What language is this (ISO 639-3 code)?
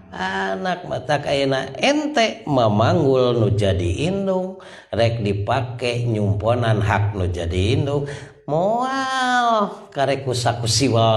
sun